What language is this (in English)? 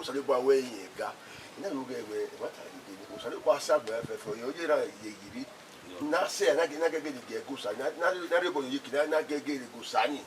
Bini